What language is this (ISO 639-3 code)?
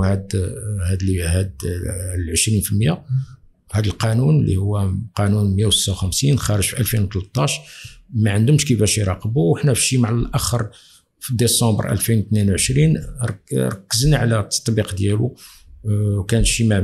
ary